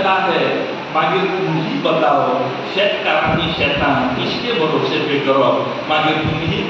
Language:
Konkani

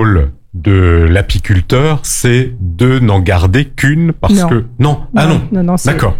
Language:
French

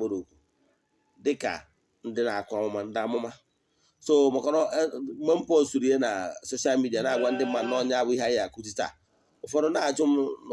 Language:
Igbo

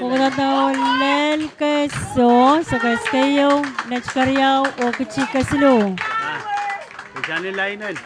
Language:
Pohnpeian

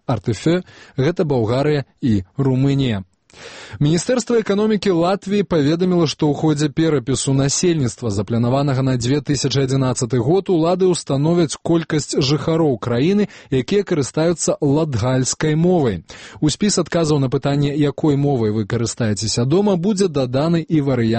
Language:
Belarusian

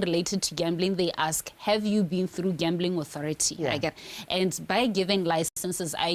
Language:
Tswana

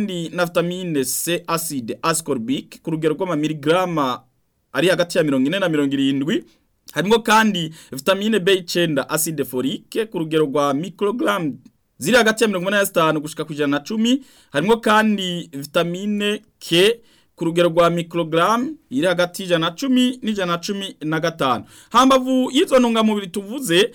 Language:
Rundi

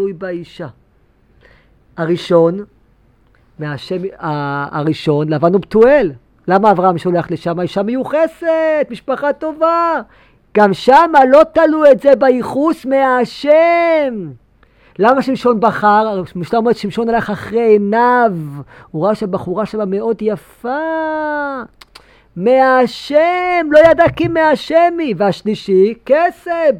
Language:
Hebrew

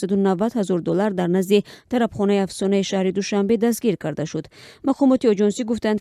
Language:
Tajik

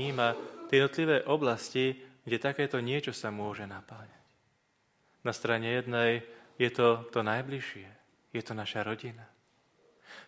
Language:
Slovak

